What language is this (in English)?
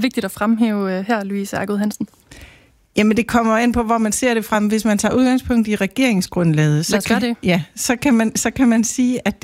Danish